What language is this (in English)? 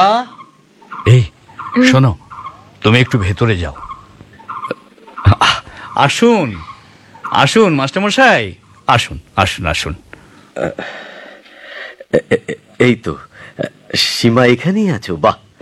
Bangla